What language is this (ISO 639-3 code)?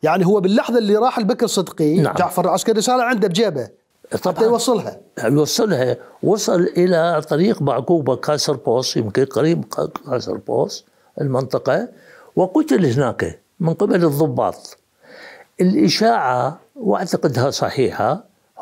acm